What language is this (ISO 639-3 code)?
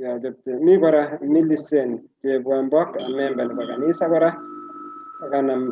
kln